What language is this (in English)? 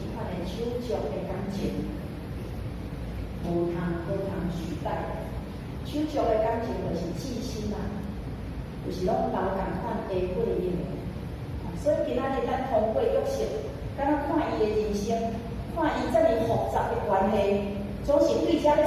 Min Nan Chinese